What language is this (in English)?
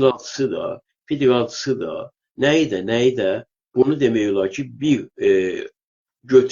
South Azerbaijani